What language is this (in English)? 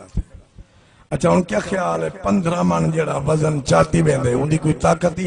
Saraiki